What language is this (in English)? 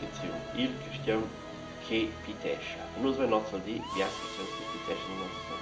Romansh